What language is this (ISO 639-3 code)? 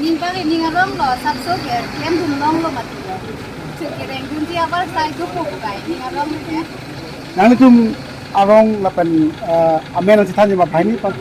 mjw